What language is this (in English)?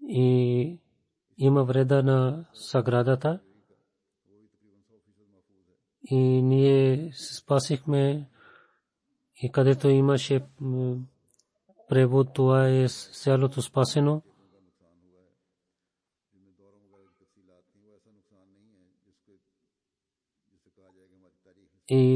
Bulgarian